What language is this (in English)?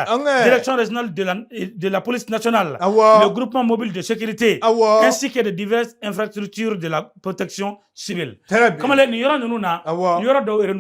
Bambara